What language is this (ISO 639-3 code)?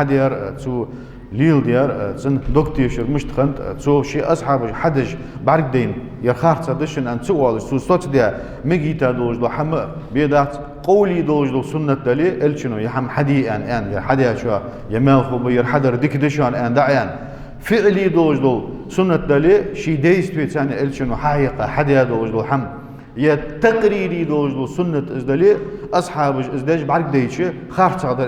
inh